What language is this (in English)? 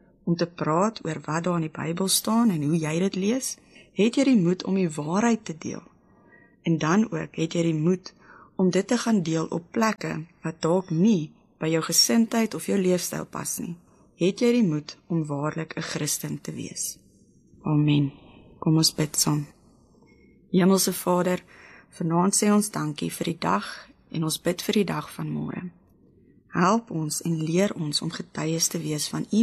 Afrikaans